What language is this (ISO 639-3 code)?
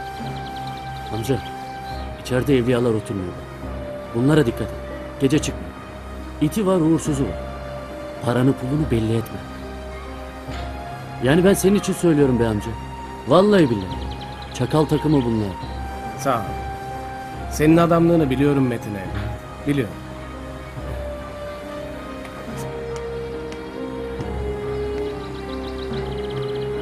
tur